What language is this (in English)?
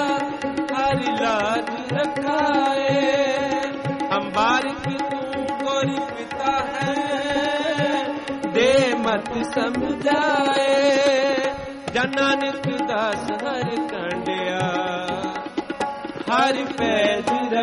Punjabi